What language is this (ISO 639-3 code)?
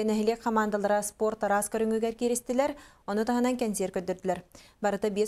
sah